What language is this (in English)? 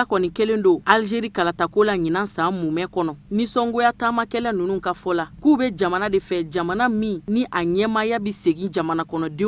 Bambara